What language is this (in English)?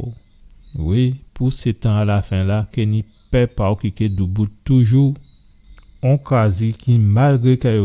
Guadeloupean Creole French